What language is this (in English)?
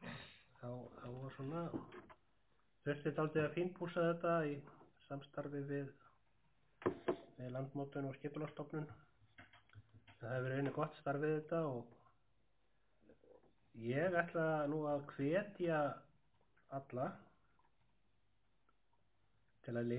Icelandic